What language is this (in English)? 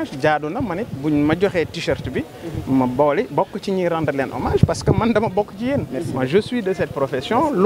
Wolof